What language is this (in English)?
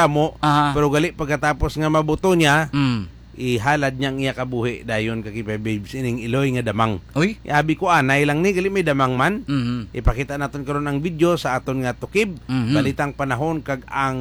Hiligaynon